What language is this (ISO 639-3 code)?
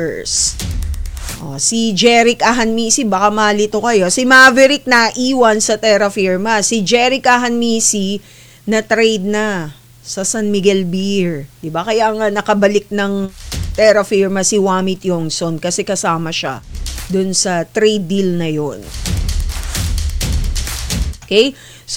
fil